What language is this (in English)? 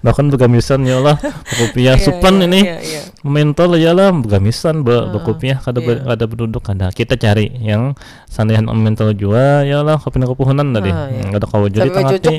Banjar